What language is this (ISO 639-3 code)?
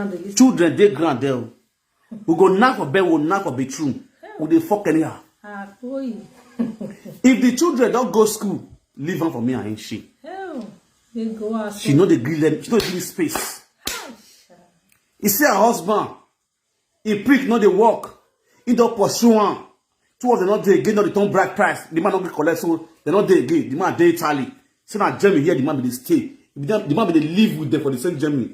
pcm